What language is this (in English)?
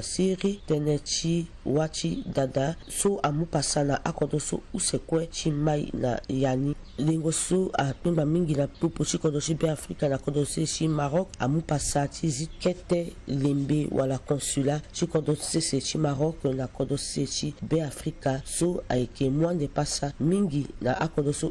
Sango